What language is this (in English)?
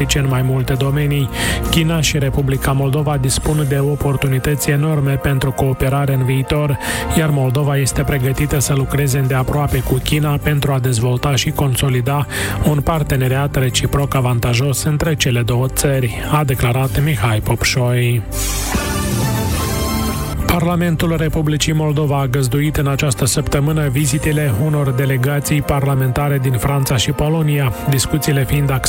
Romanian